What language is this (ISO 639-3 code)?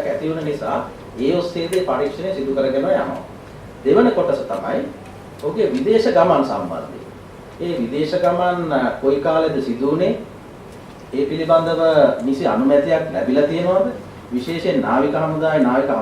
sin